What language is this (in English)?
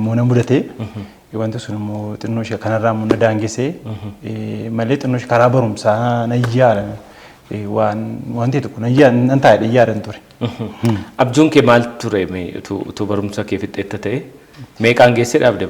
Oromo